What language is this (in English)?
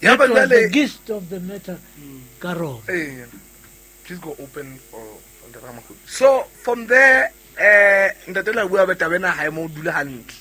Southern Sotho